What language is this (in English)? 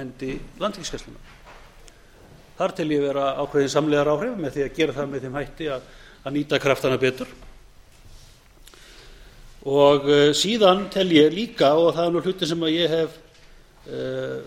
Icelandic